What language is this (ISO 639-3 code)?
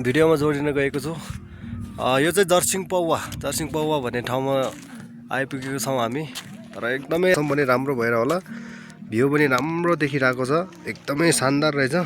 nep